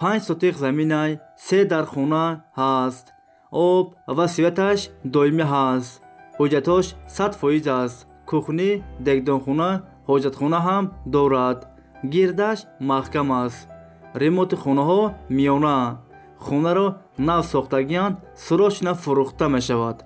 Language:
Tajik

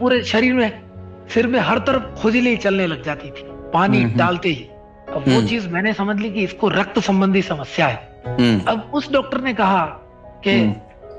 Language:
Hindi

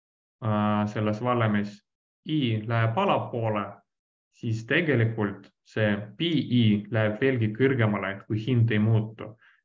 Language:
Estonian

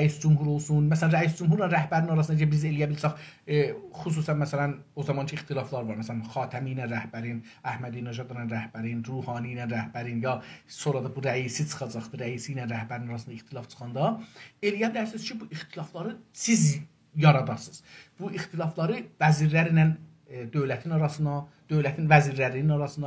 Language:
South Azerbaijani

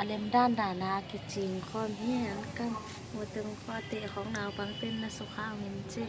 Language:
Tedim Chin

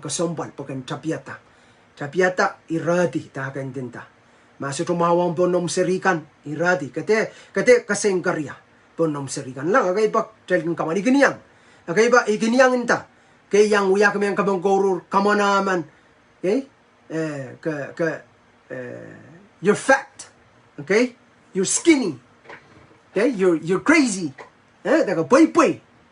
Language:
Pohnpeian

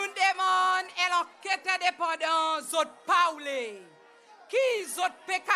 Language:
Seselwa Creole French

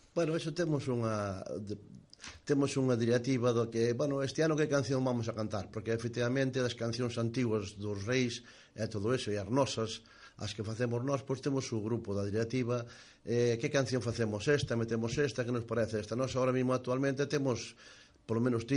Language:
Galician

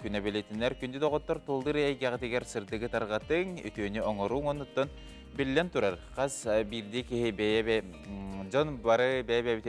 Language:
Yakut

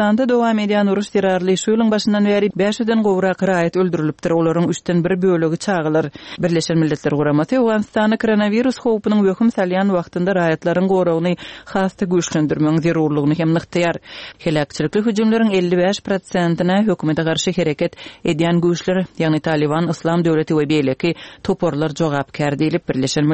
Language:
Turkmen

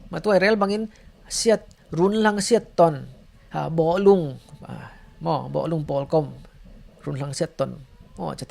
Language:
Falam Chin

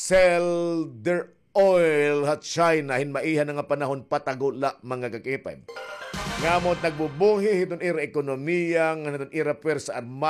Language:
Waray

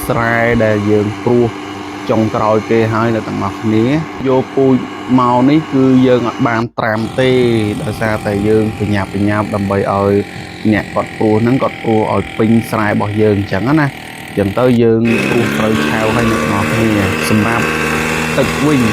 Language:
Khmer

